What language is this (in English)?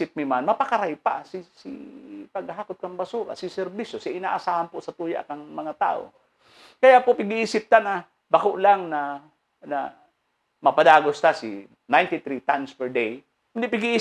Bikol